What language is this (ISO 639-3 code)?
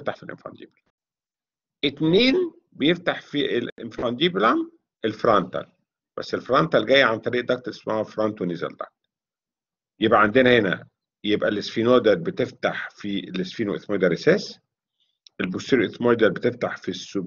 arz